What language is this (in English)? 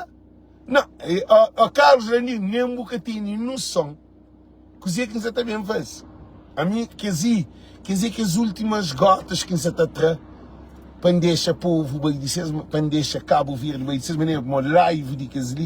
Kabuverdianu